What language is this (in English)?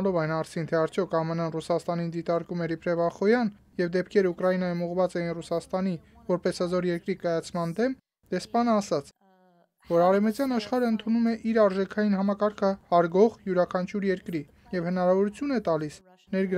Armenian